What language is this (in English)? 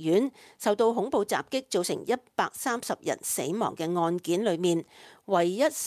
Cantonese